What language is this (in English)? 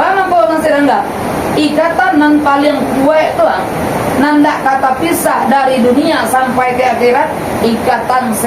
Minangkabau